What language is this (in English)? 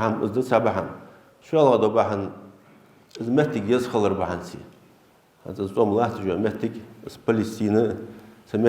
Ingush